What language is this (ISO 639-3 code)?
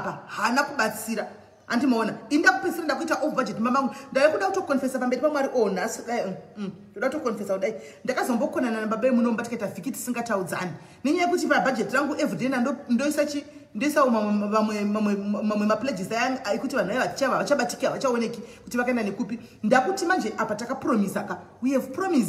sna